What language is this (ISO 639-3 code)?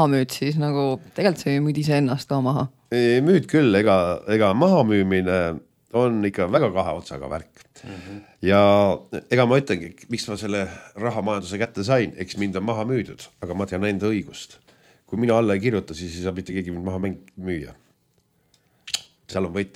est